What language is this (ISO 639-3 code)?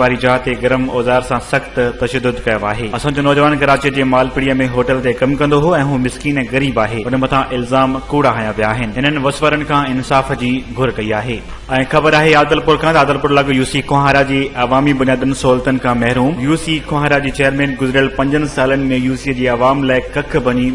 snd